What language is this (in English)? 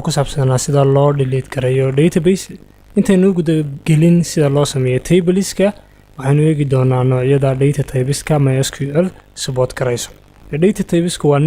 Somali